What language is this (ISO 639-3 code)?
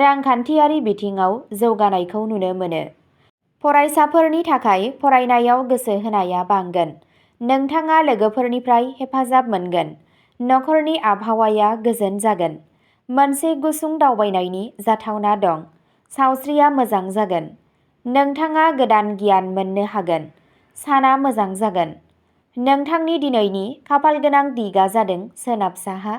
brx